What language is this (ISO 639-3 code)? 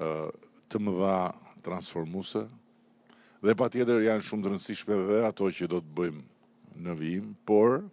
sqi